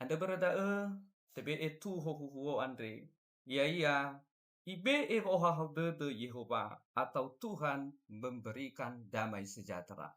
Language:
Nias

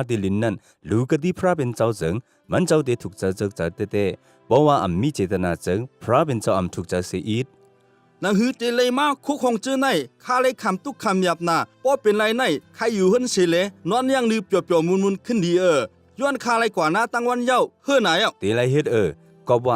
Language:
Shan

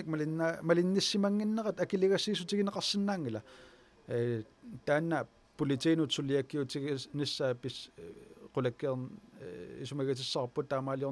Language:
Kalaallisut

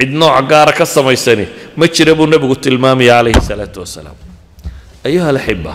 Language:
Somali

